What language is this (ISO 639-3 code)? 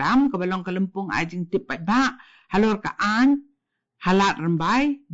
kha